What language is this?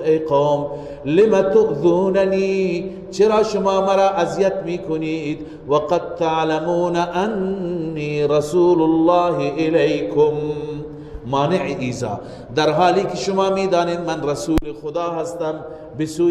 Persian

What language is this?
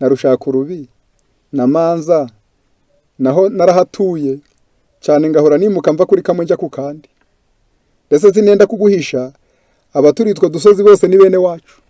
Kinyarwanda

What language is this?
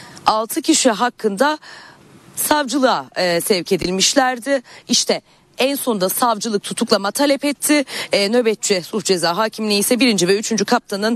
Turkish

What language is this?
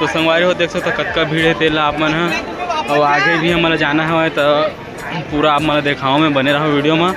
Chhattisgarhi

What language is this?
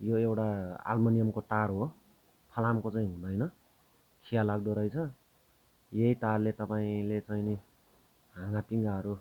Nepali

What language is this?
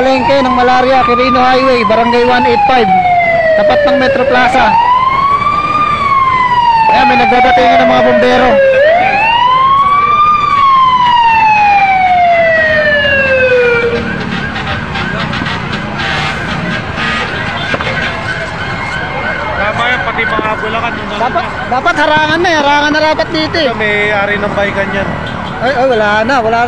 Filipino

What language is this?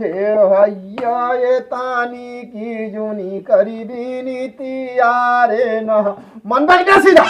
Awadhi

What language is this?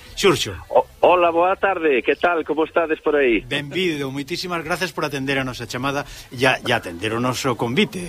Galician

